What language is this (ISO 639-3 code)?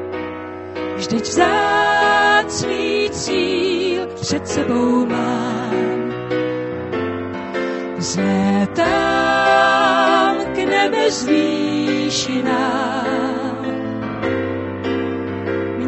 ces